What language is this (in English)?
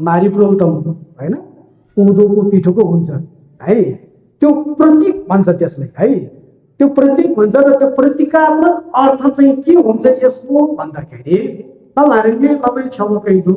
Nepali